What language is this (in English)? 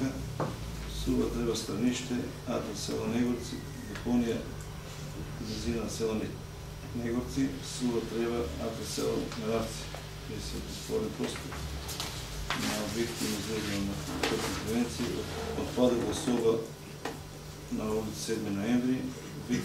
Macedonian